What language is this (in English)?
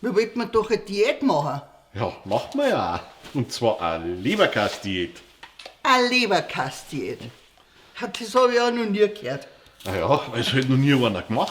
Bavarian